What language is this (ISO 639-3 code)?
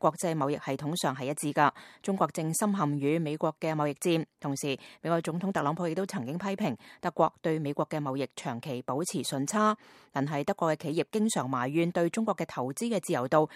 yue